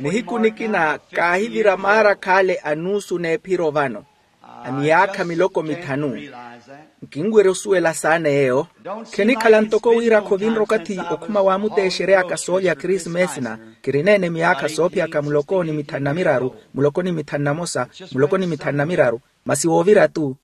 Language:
Makhuwa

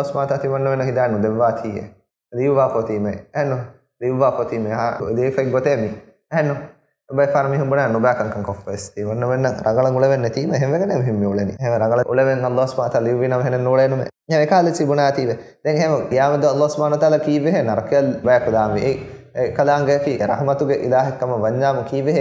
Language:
Divehi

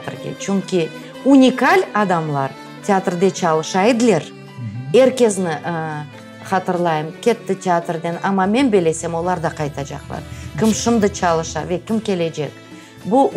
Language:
Crimean Tatar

